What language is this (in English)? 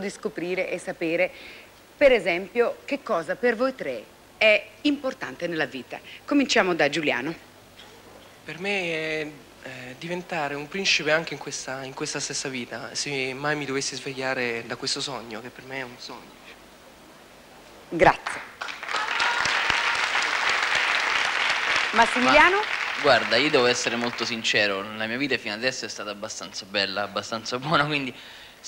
Italian